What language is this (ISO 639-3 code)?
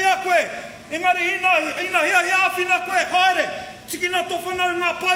mri